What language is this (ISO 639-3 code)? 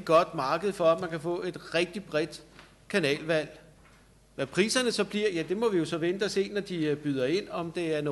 dan